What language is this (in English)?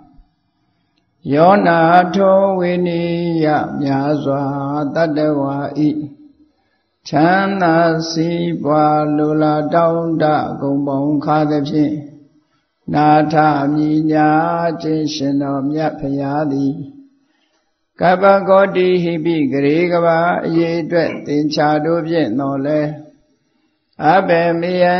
Burmese